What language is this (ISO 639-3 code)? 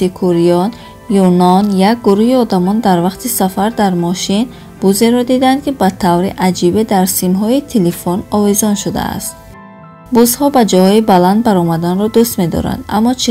tgk